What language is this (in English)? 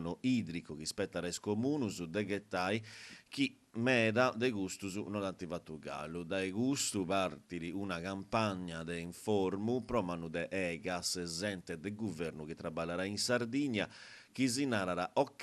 Sardinian